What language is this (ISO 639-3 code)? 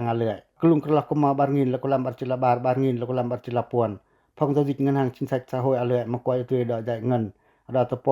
pac